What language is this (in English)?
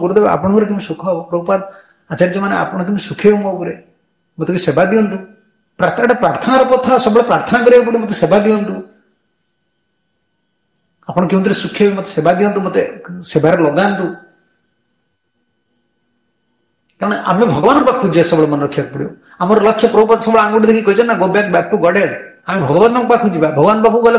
Odia